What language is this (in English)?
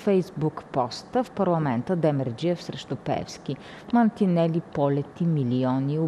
Bulgarian